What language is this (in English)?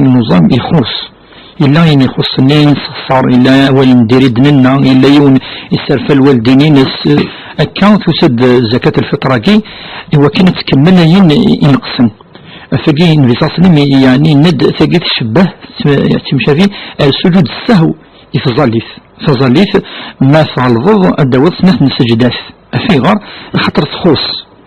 Kabyle